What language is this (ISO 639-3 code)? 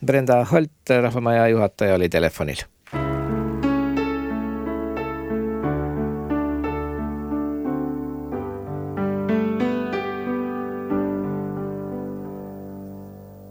est